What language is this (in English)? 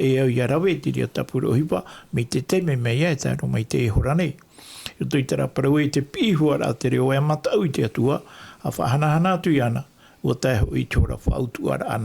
Tahitian